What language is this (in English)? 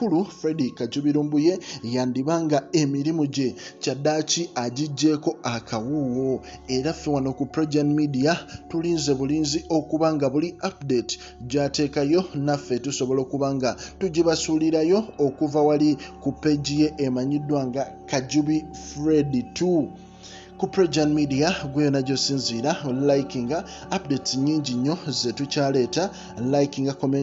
Ganda